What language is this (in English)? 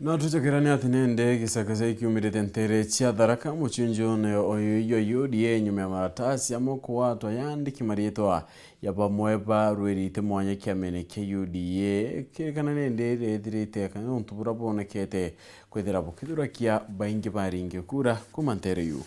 Meru